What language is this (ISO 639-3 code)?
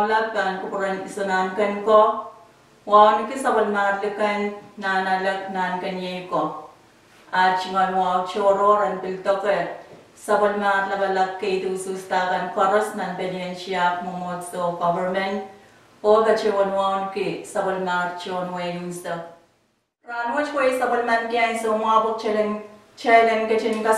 pon